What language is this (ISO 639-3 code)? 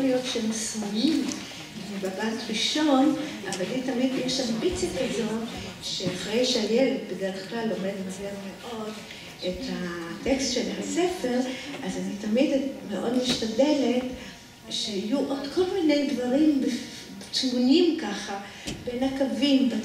heb